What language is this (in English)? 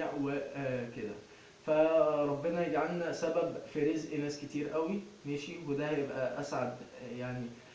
Egyptian Arabic